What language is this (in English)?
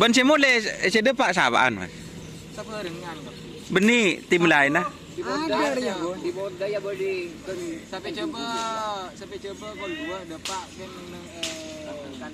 Madurese